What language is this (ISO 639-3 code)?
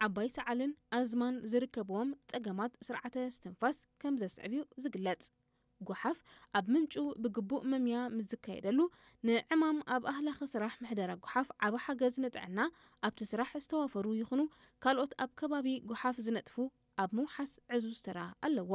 tir